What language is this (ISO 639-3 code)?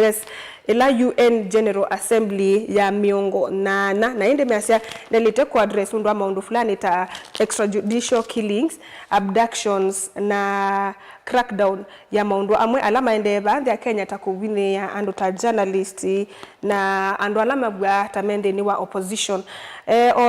kam